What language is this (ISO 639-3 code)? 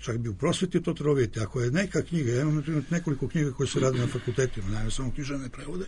srp